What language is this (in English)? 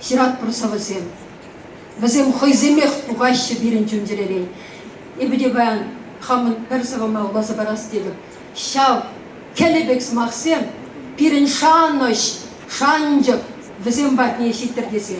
Chuvash